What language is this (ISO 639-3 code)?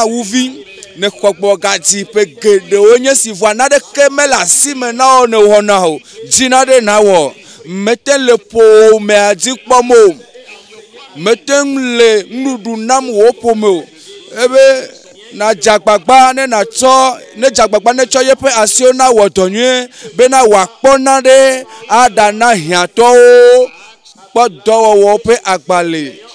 ewe